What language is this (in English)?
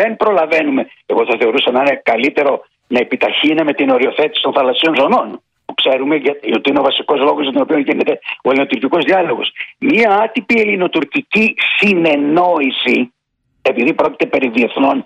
Greek